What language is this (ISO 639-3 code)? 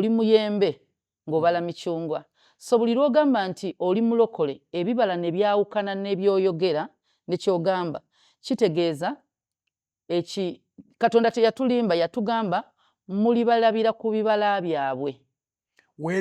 lug